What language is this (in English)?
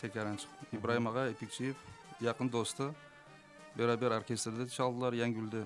Crimean Tatar